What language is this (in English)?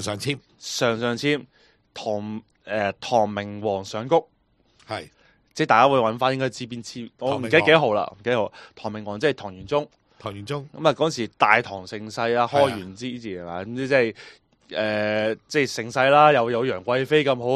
Cantonese